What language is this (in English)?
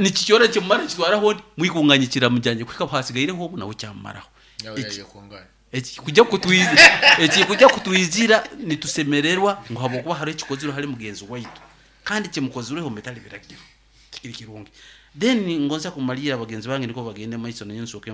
Nyoro